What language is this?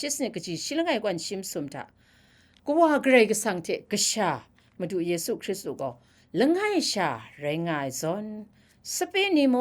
Kachin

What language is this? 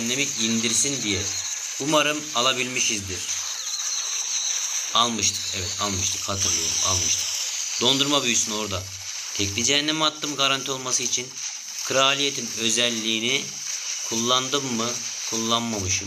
Turkish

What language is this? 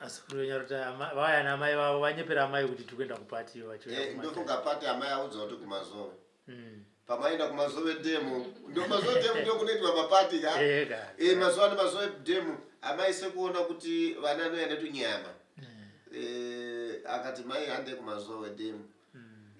Shona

